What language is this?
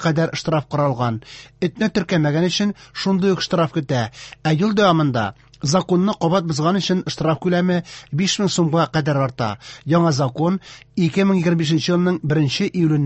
Tatar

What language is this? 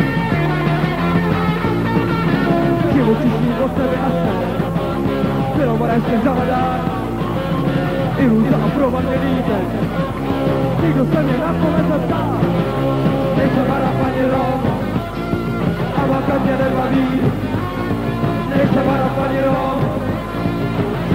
Czech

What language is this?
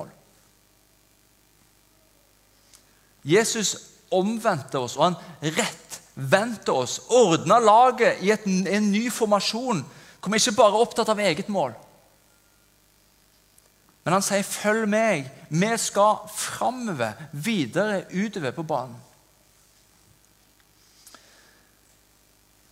Norwegian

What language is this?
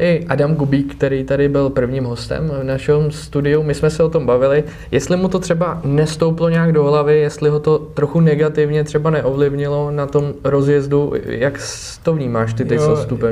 Czech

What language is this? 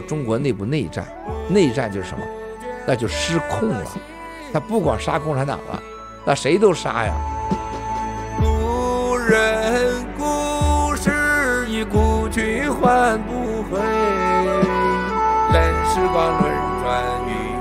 Chinese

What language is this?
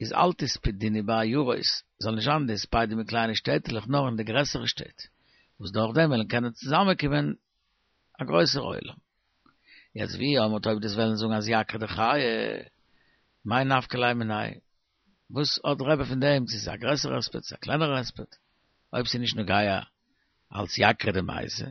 Yiddish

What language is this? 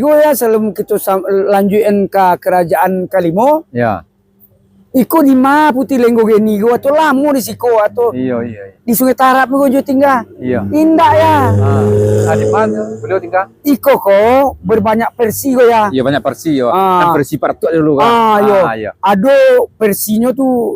Minangkabau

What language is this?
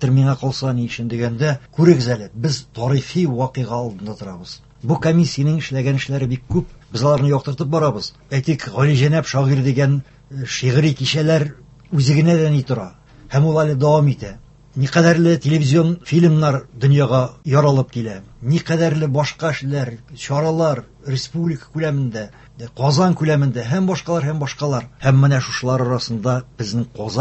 Tatar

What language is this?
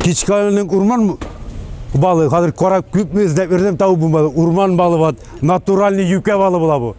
Tatar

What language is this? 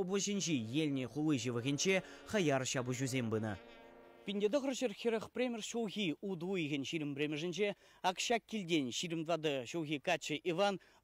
Chuvash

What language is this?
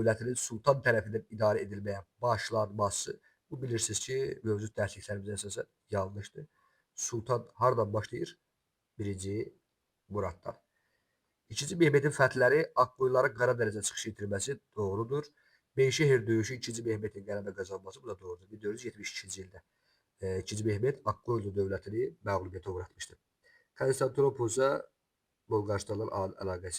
Azerbaijani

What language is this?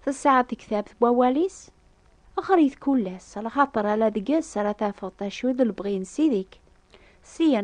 Kabyle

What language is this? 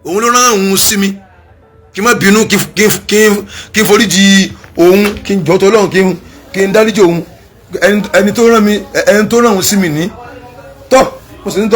Yoruba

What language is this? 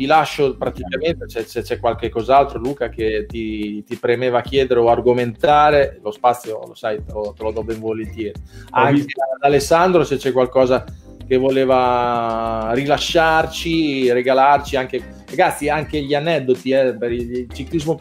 Italian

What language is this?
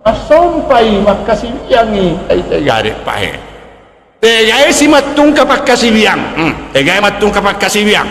Buginese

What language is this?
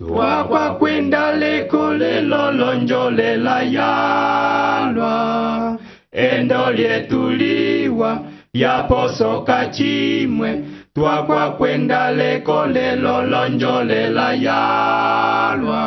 Umbundu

